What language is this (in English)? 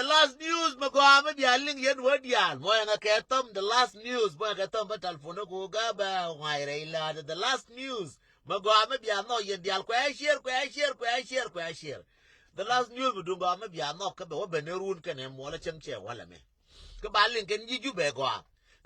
Nuer